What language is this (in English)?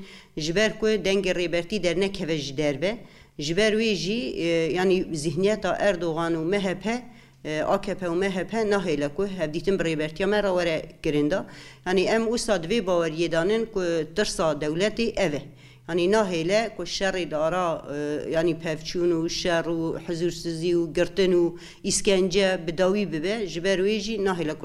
Kurdish